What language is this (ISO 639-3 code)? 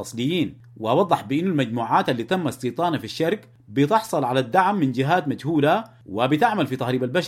apd